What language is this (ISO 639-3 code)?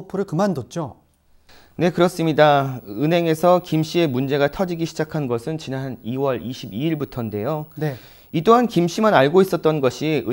kor